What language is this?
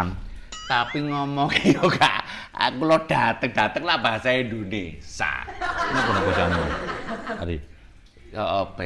Javanese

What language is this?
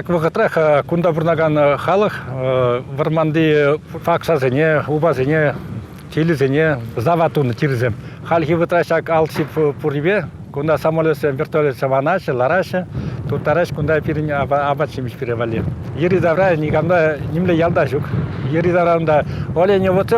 Chuvash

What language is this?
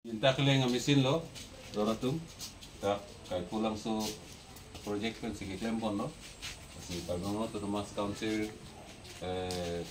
Karbi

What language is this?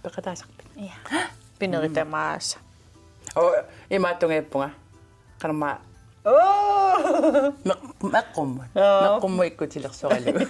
Kalaallisut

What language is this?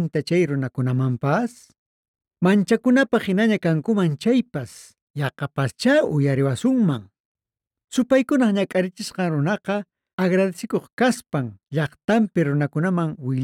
Quechua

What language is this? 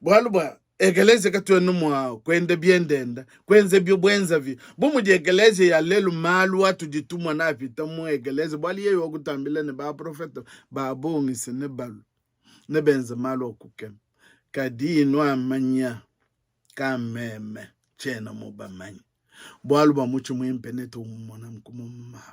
Luba-Lulua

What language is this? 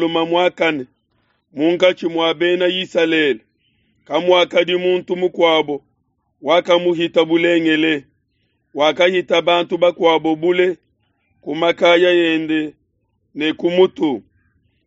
Luba-Lulua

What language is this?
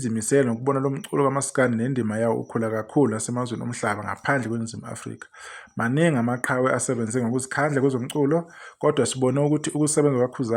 Zulu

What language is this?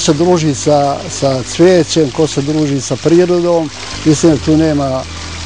Bosnian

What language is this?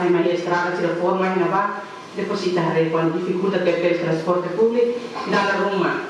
Tetum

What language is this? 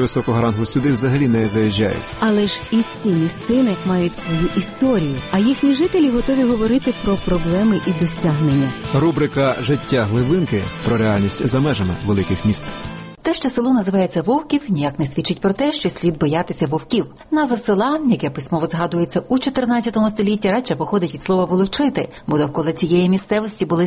Ukrainian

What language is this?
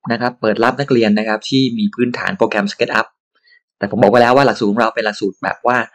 Thai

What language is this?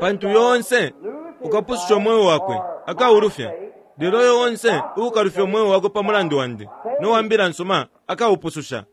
Bemba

